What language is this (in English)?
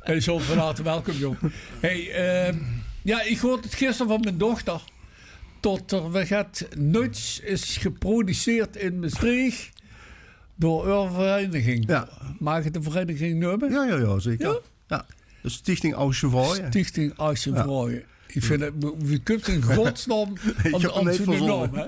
Limburgish